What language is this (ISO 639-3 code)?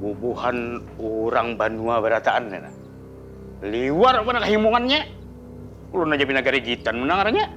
bjn